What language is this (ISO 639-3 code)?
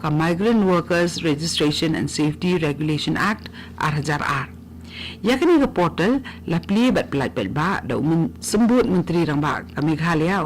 kha